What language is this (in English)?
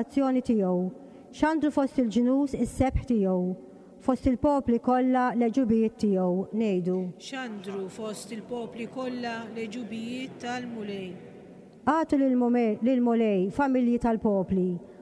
Maltese